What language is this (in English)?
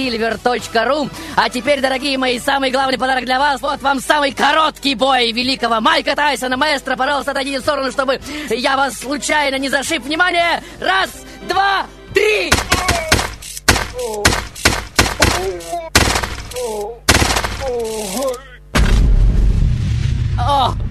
Russian